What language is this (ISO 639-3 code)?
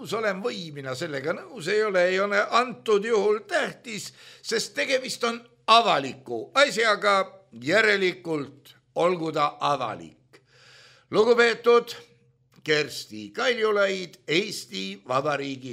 est